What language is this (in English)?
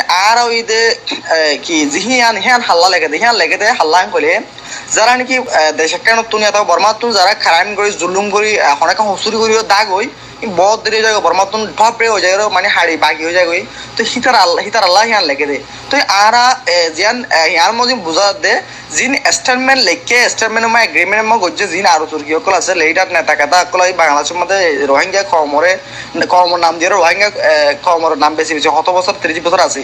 Rohingya